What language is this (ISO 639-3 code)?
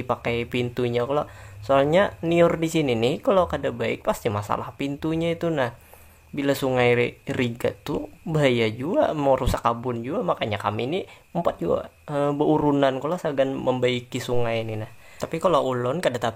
bjn